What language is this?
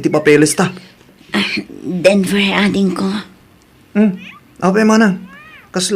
Iloko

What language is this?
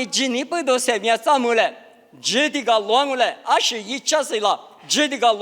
Lisu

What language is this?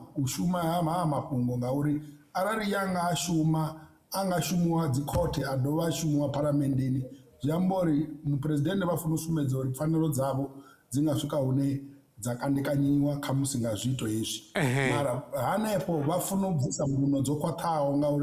Venda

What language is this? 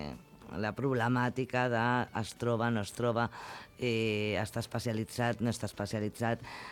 Catalan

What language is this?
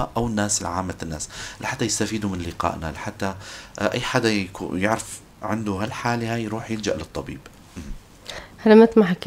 North Levantine Arabic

